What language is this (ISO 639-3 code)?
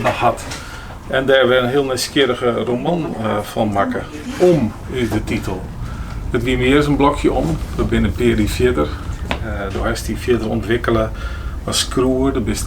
fry